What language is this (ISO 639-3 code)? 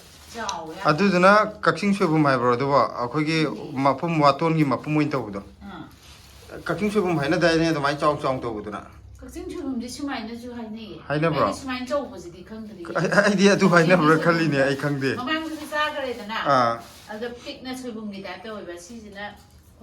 mni